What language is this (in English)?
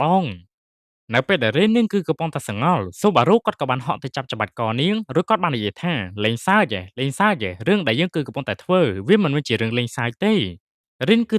Khmer